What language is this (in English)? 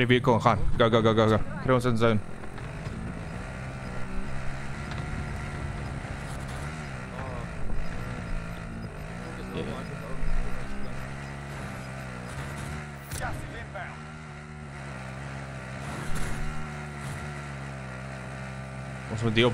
Afrikaans